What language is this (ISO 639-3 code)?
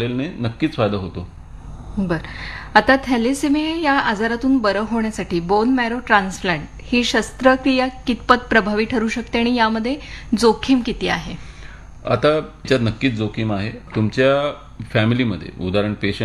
mar